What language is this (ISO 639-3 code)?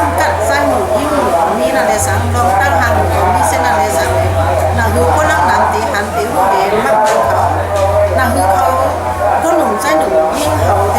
shn